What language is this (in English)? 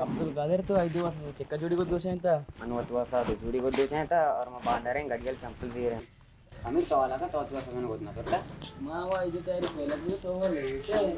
Baluchi